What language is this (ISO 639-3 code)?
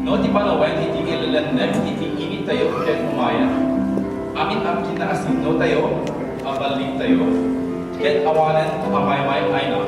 ilo